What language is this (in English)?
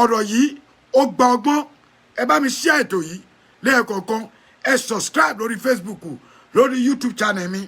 Yoruba